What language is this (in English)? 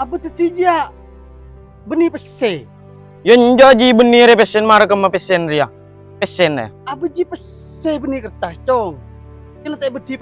Madurese